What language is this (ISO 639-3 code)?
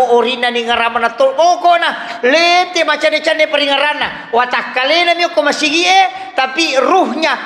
bug